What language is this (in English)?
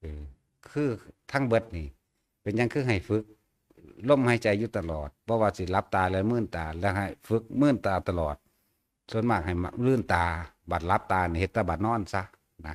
Northeastern Thai